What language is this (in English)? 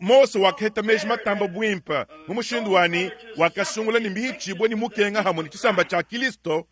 Luba-Lulua